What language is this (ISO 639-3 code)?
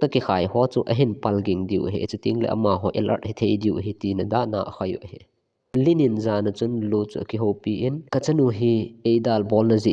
tcz